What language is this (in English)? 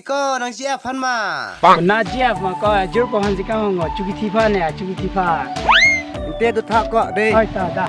Karbi